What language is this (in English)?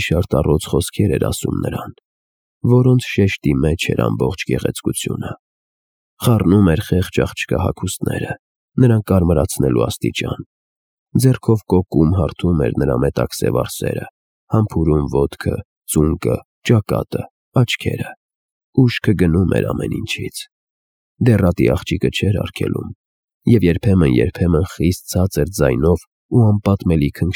Armenian